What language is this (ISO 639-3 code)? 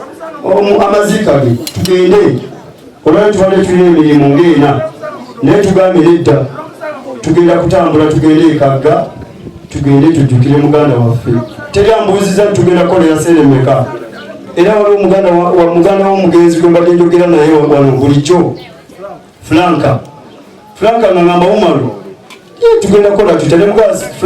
lug